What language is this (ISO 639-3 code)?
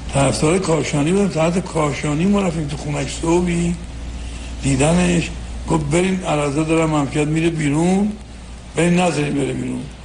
fas